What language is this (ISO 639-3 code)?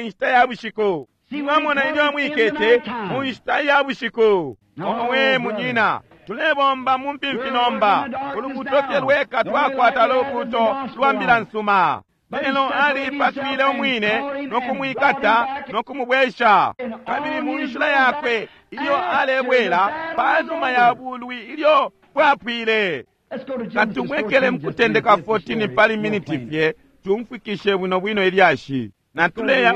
bem